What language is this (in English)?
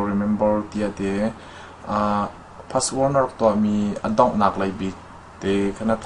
Hakha Chin